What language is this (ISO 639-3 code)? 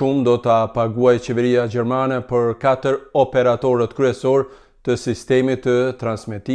sqi